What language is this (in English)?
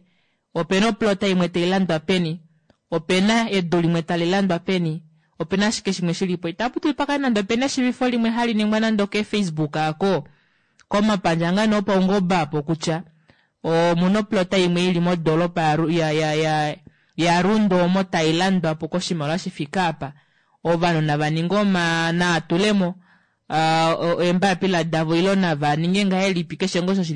Kuanyama